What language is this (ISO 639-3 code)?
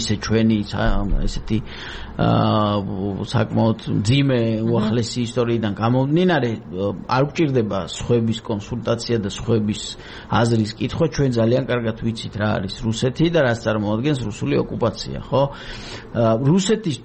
kat